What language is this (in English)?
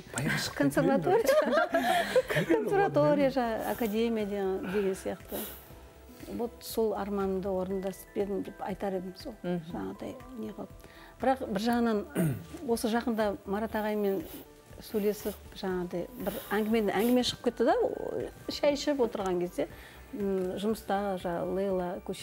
Kazakh